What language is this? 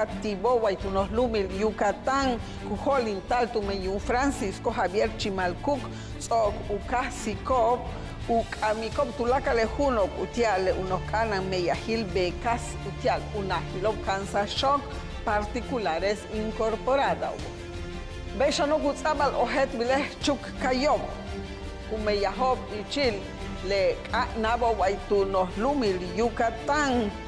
Yucateco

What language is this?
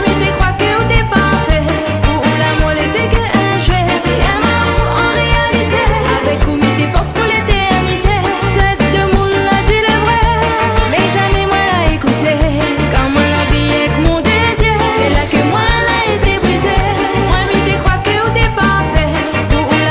Réunion Creole French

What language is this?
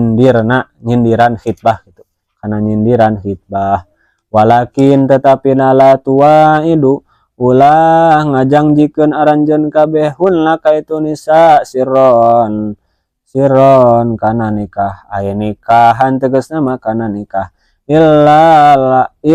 Sundanese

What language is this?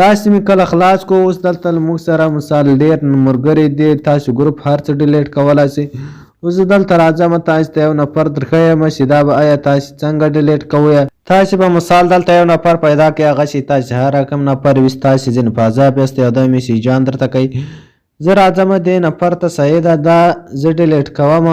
Pashto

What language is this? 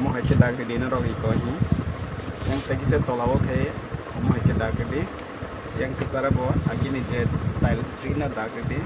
Kok Borok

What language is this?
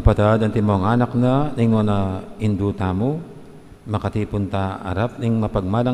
Pampanga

